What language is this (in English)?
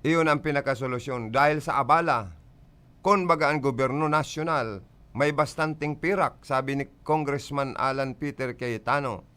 Bikol